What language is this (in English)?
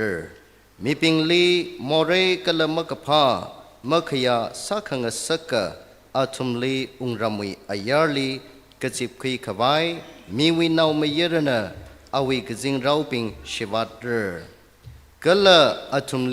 Tangkhul Naga (India)